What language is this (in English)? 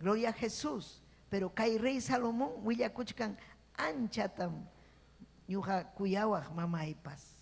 Ayacucho Quechua